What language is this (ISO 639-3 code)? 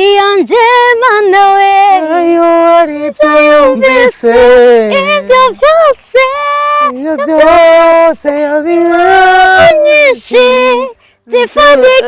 run